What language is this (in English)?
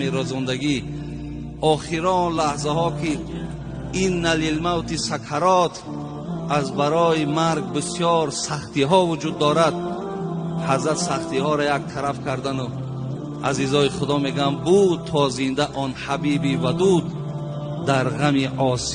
Tajik